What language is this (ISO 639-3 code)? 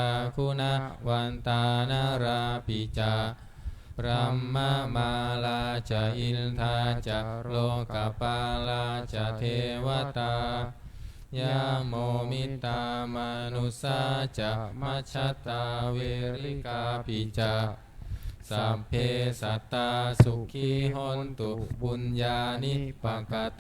pli